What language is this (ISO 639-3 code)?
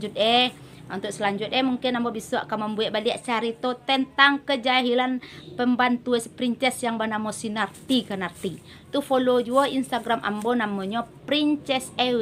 min